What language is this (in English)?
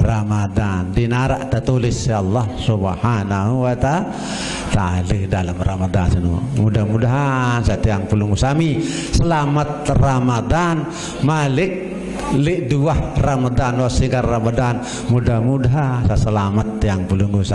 Sasak